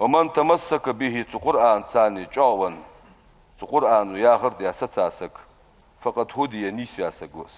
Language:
Ingush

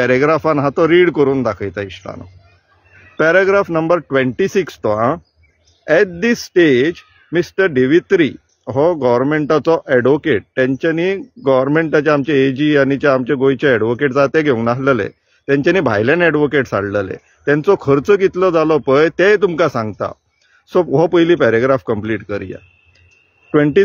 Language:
Konkani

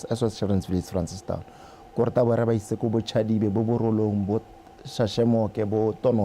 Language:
Tswana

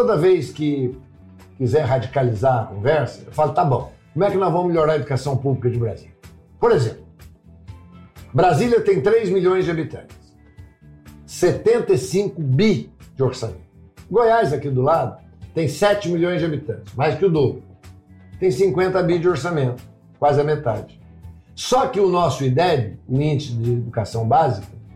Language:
Portuguese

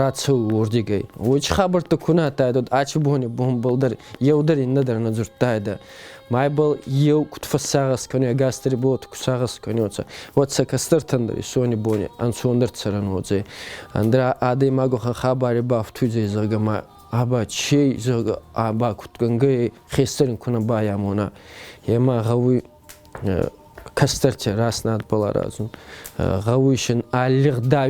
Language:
Ossetic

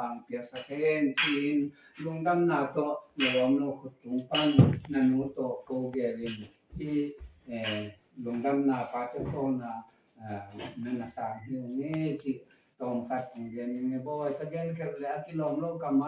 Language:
Tedim Chin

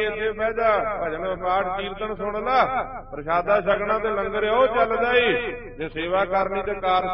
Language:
Punjabi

